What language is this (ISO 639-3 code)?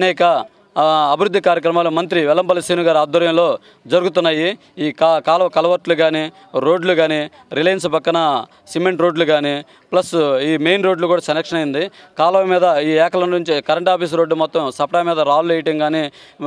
tel